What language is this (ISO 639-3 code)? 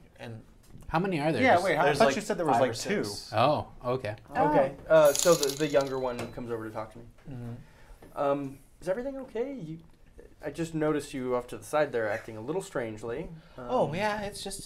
eng